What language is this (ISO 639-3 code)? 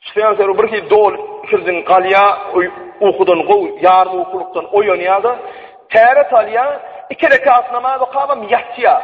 tuk